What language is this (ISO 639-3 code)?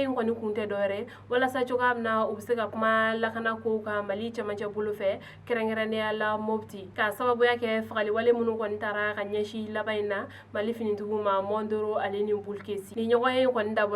bam